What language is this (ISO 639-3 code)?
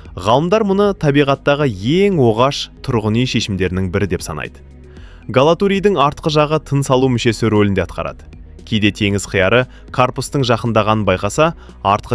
kaz